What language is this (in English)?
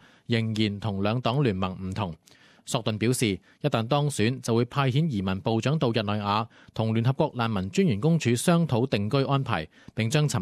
Cantonese